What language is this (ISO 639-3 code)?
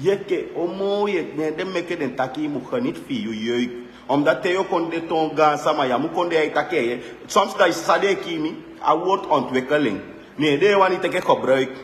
srn